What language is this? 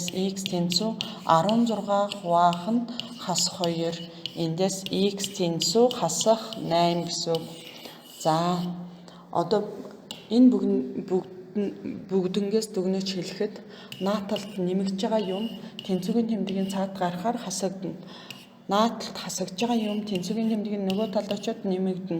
Mongolian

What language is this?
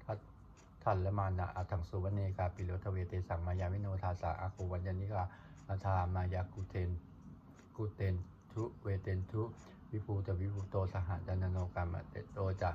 Pali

